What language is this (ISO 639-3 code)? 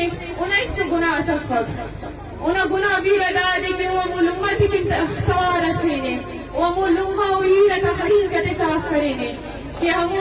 bgp